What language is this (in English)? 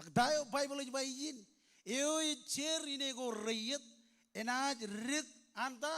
Marshallese